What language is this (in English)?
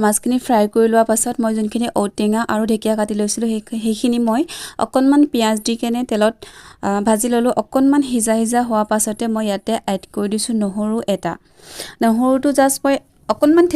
Assamese